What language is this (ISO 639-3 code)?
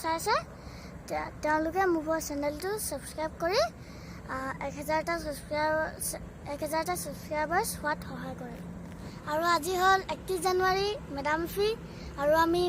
asm